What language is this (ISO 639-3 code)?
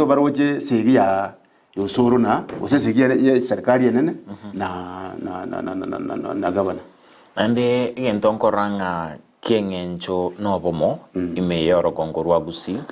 guz